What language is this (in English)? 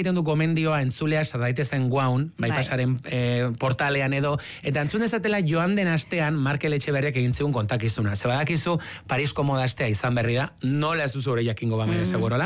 Basque